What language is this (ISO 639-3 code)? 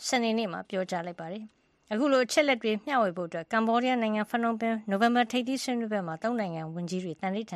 mya